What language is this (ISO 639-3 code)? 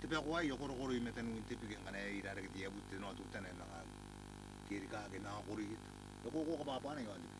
gil